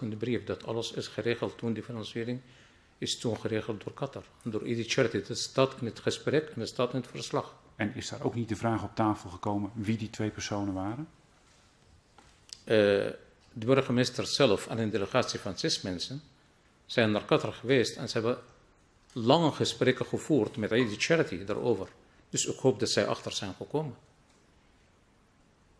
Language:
Dutch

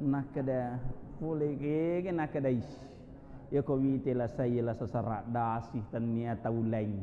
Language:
Buginese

